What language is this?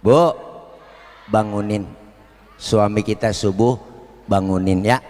Betawi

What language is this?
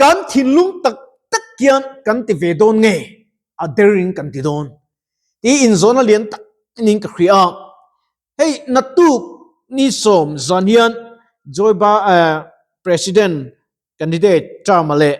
Mizo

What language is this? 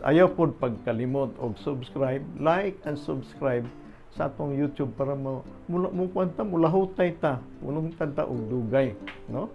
Cebuano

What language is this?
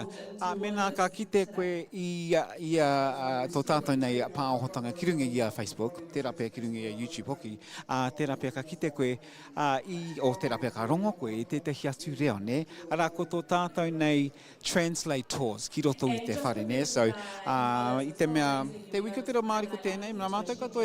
Māori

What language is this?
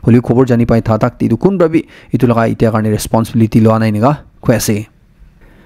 Naga Pidgin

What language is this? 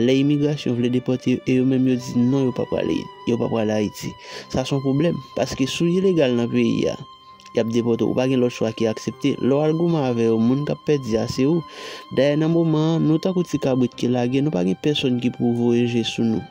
Haitian Creole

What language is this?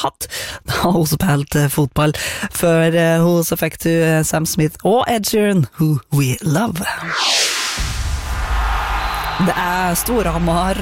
Norwegian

